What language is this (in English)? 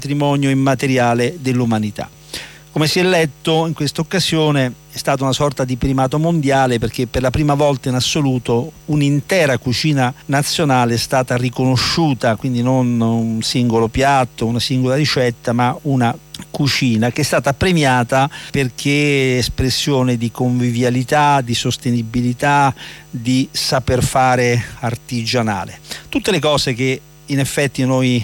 Italian